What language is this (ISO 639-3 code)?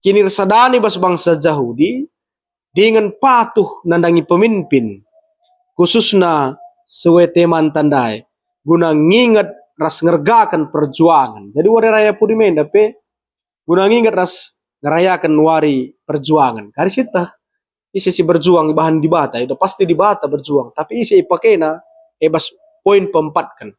btx